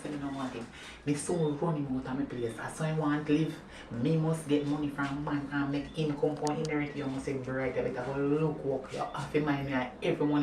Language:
Jamaican Creole English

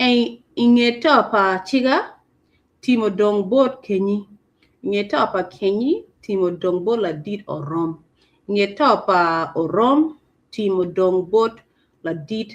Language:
Acoli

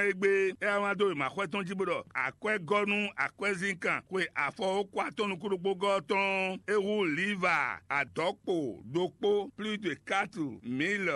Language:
Fon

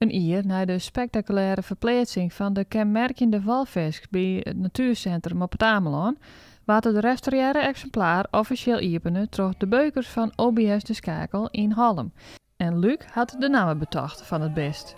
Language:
Western Frisian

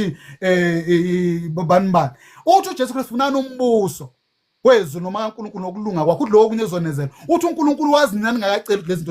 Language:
Zulu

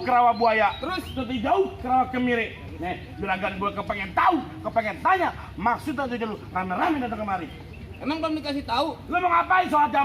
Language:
Betawi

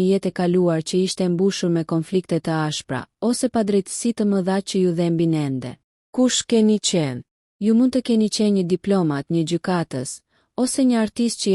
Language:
Albanian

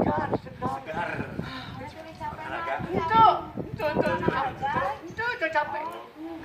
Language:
Sundanese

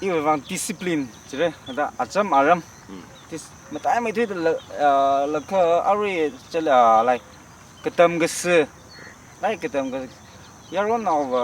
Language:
Tangkhul Naga (India)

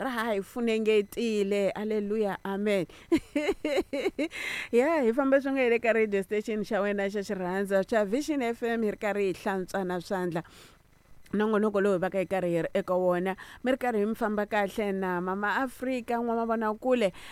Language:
Tsonga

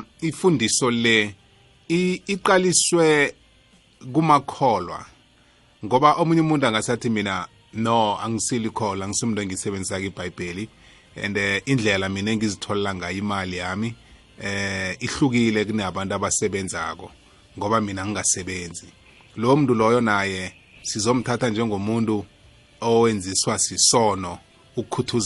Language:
South Ndebele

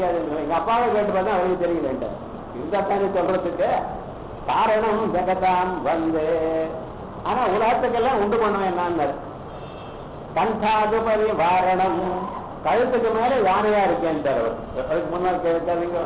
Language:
Tamil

